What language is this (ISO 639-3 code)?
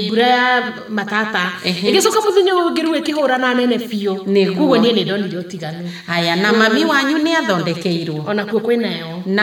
kik